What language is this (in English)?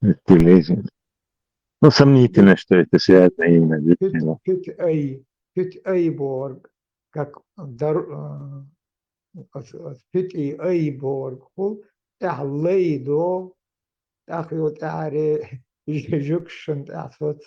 Chechen